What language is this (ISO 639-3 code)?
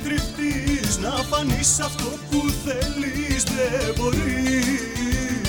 ell